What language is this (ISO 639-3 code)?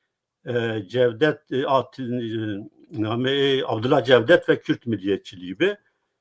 zza